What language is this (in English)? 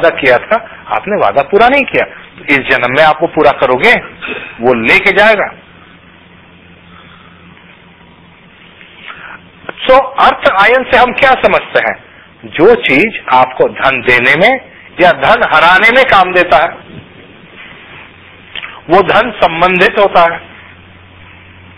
Hindi